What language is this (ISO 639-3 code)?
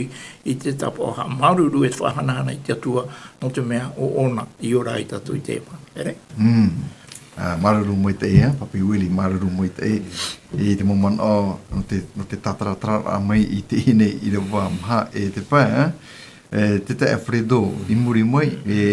tah